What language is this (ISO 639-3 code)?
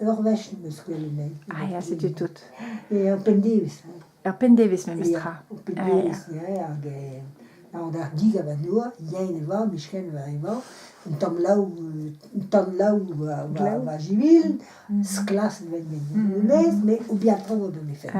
bre